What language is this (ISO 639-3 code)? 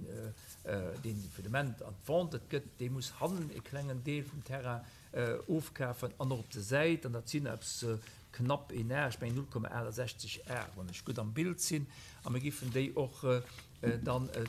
ltz